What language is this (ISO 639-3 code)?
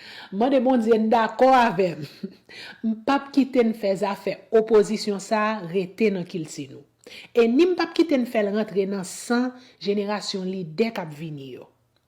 hat